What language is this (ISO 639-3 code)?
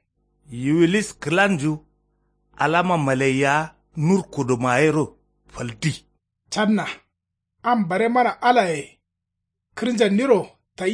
kau